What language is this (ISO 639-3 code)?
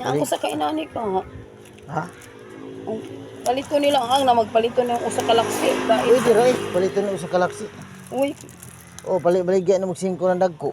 ceb